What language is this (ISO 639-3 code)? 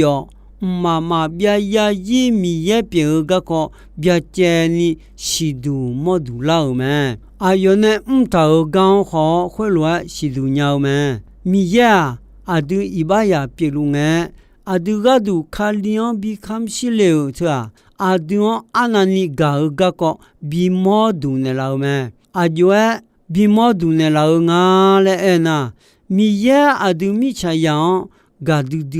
ahk